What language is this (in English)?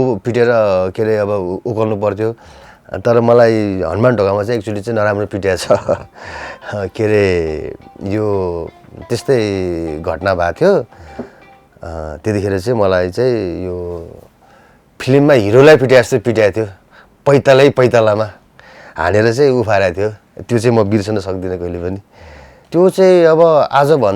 Nepali